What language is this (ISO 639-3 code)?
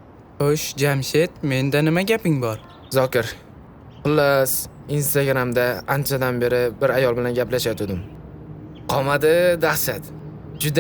uzb